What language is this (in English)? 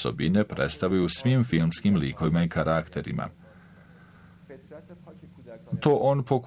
Bosnian